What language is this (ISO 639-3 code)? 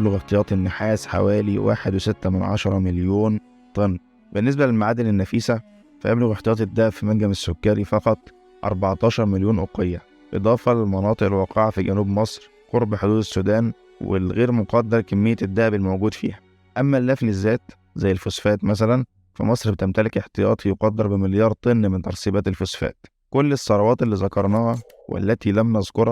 arz